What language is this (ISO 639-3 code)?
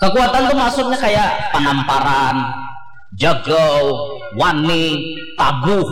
bjn